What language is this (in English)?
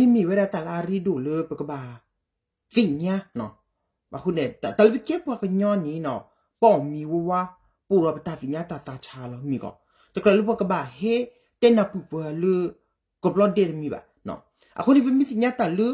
S'gaw Karen